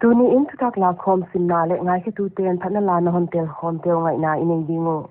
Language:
Paite Chin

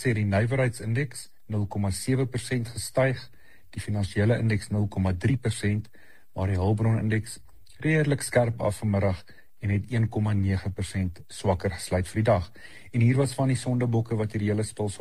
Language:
Afrikaans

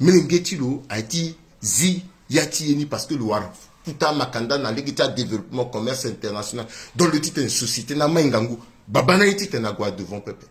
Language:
Sango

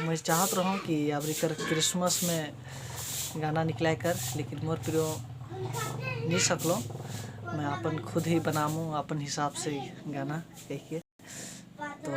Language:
Sadri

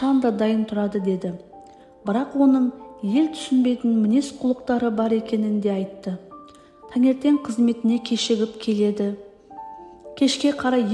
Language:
Kazakh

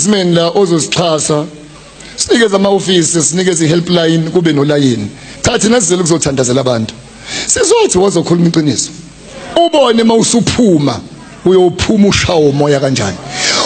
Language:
Zulu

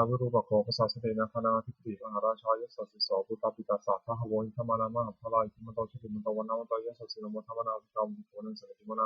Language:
Pali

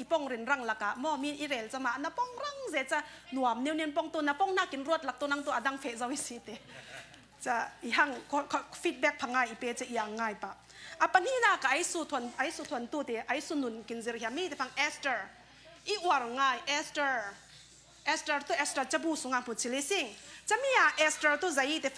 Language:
Falam Chin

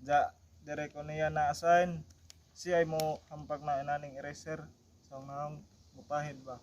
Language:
Cebuano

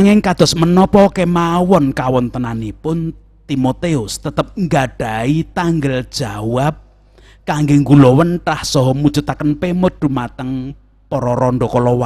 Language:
Javanese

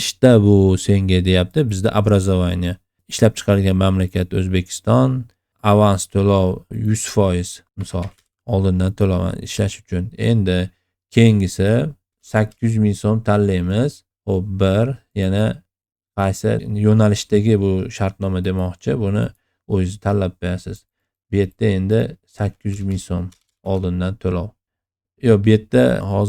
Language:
Uzbek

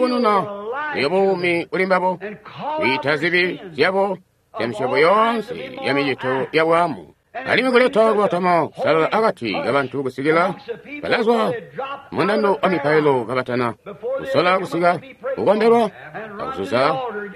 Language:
Tonga (Zambia)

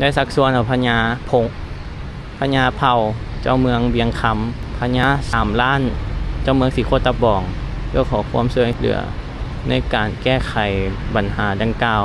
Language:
Lao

